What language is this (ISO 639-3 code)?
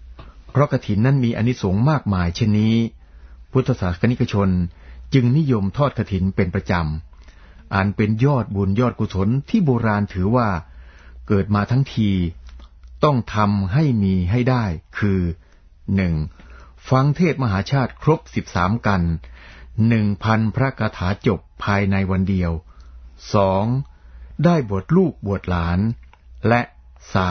tha